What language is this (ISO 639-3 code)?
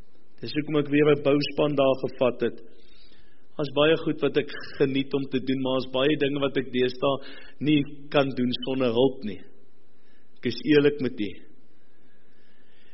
afr